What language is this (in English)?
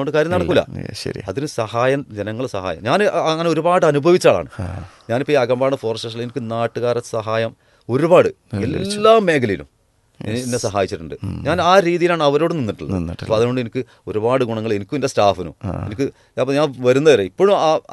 Malayalam